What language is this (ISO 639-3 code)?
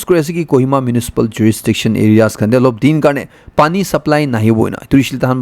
nag